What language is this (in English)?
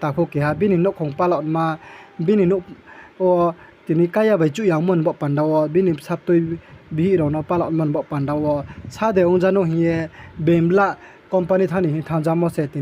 Riang (India)